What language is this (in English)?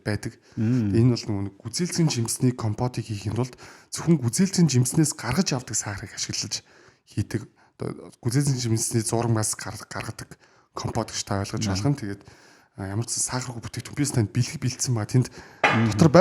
Mongolian